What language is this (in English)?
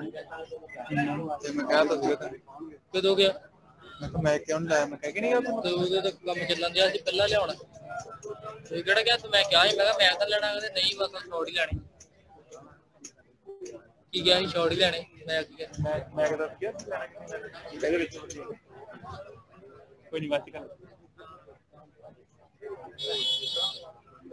Punjabi